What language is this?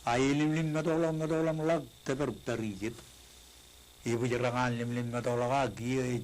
Marshallese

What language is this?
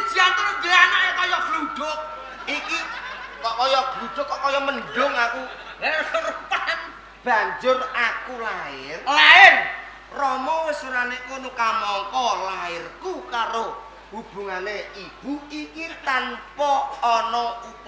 Javanese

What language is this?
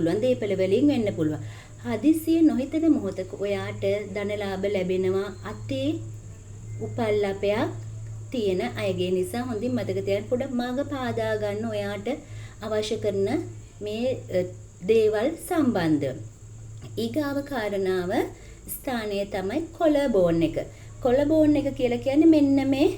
Sinhala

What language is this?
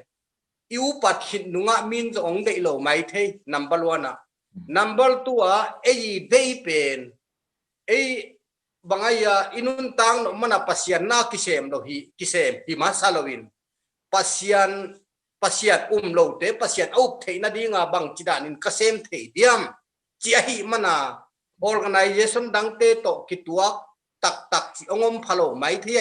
Tedim Chin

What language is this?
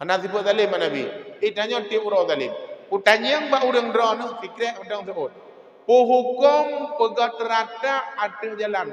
Achinese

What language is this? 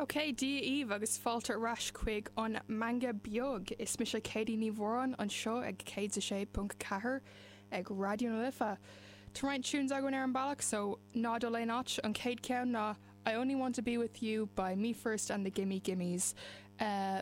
Irish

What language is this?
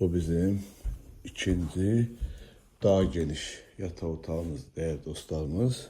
Azerbaijani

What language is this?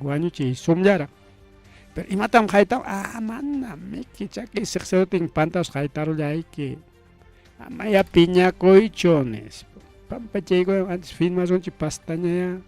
Ayacucho Quechua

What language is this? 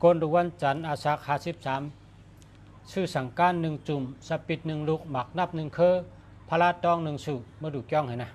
Shan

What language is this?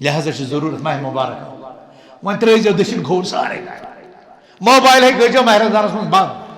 Kashmiri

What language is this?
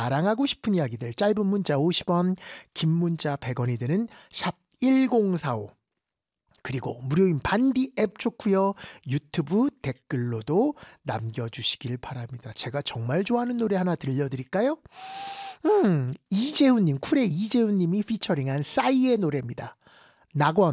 Korean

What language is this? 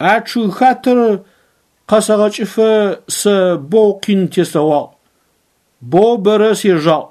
Adyghe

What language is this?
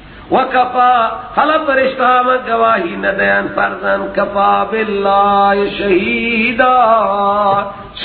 Persian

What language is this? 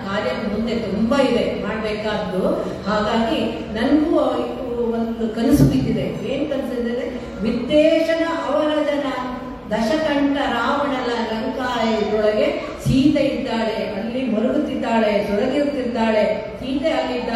Kannada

